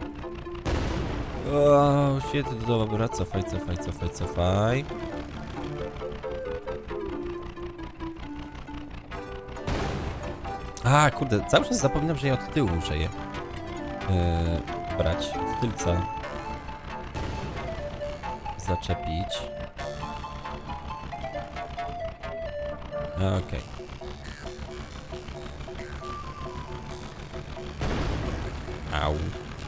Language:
Polish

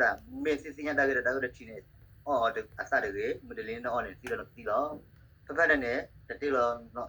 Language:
S'gaw Karen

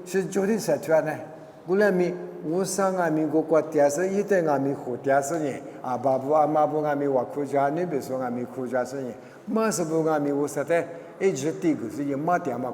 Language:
Lisu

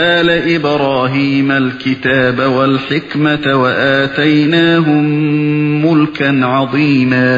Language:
Uyghur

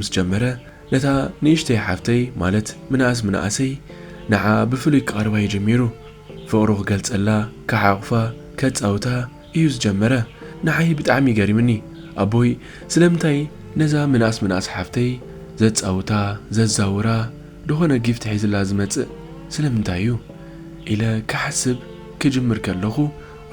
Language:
Tigrinya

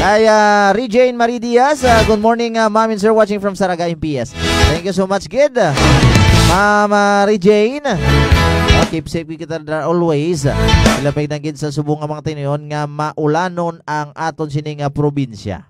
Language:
Hiligaynon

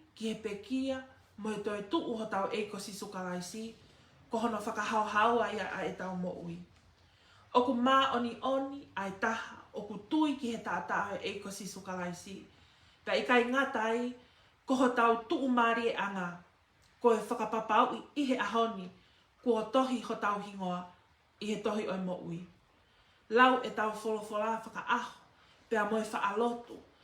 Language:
Tongan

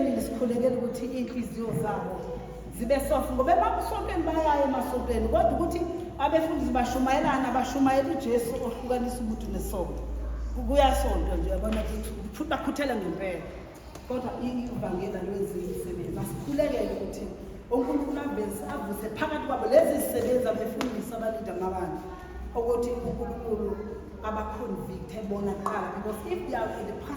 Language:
Zulu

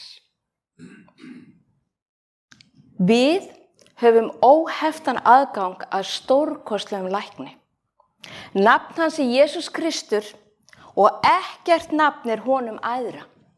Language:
Icelandic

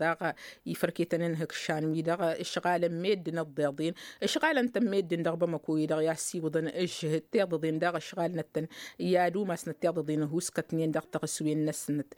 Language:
Tamasheq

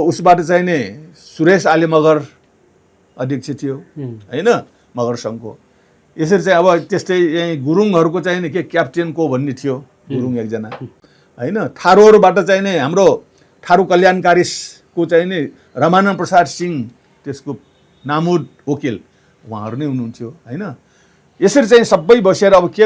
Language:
Nepali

